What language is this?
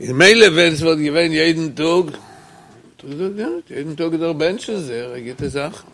Yiddish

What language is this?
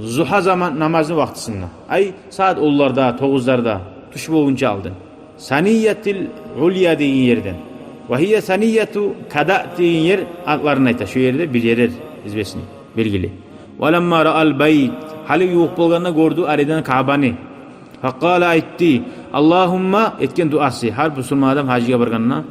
Kumyk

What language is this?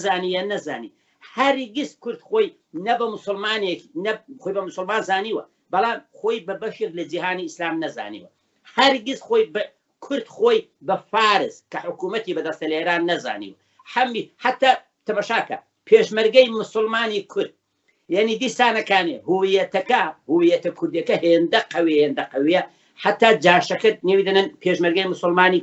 Central Kurdish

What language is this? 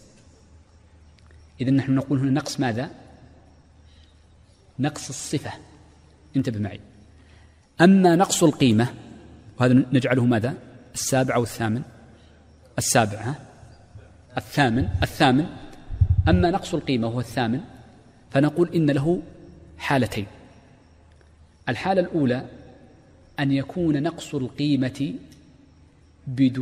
Arabic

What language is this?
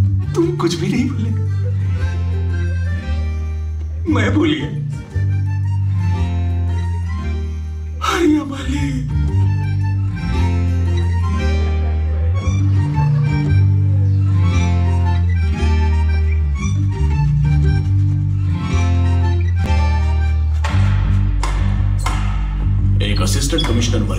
Hindi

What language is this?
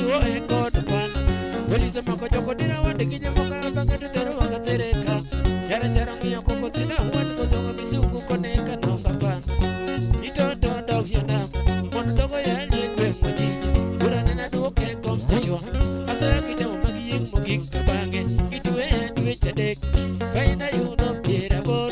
Luo (Kenya and Tanzania)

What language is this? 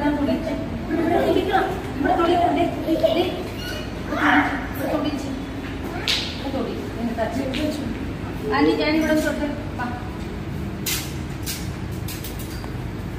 Malayalam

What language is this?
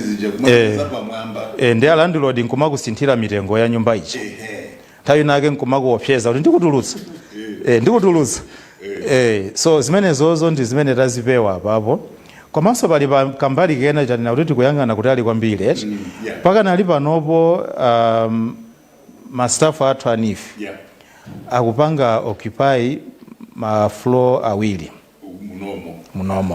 Nyanja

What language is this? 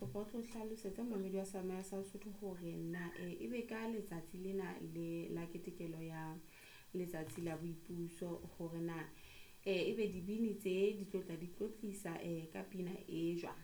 Southern Sotho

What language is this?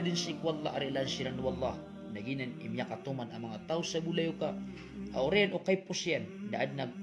Maranao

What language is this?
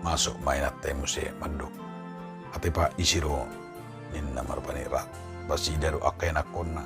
Batak Toba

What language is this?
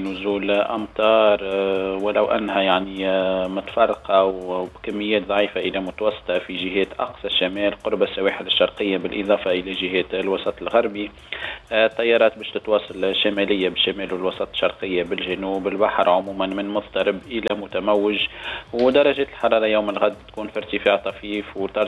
Tunisian Arabic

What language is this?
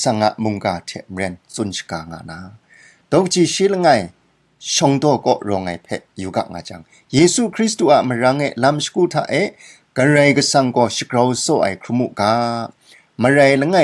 Kachin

